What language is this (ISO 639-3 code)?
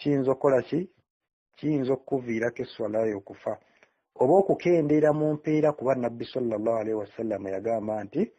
lug